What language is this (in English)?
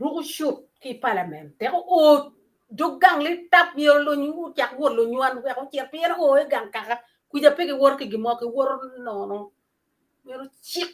Acoli